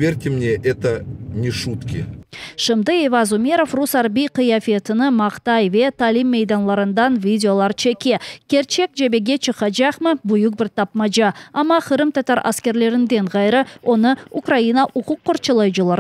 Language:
Crimean Tatar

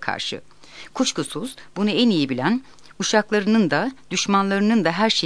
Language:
Turkish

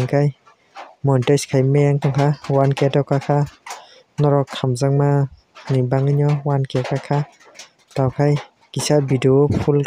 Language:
Kok Borok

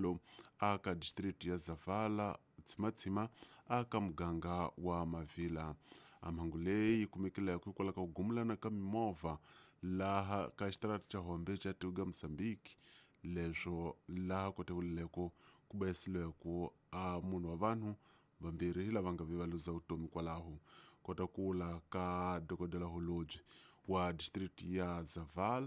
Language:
Tsonga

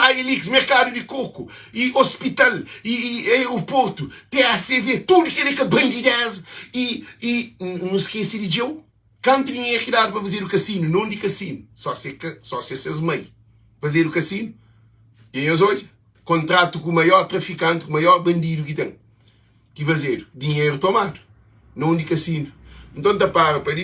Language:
Kabuverdianu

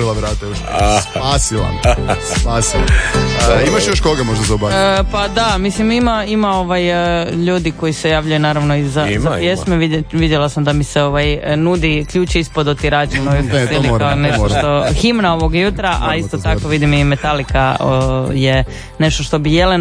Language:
Croatian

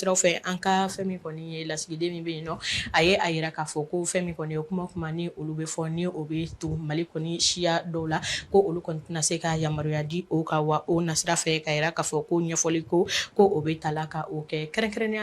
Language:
Bambara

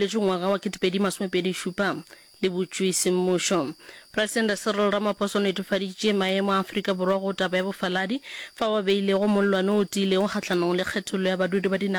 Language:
Northern Sotho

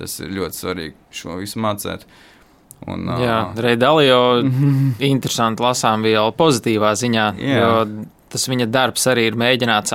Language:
Latvian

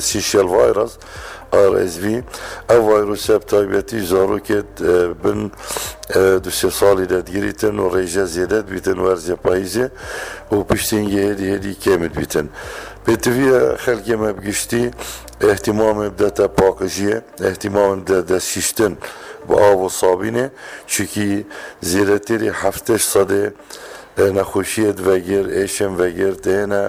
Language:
Kurdish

